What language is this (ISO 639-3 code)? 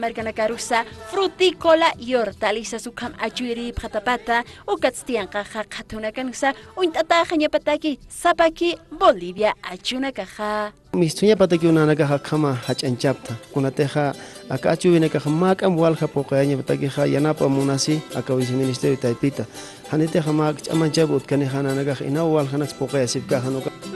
aym